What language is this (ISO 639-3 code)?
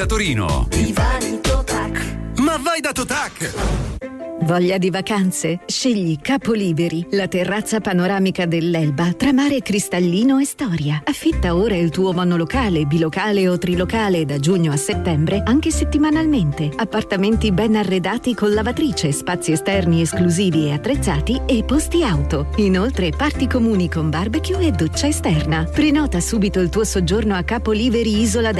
ita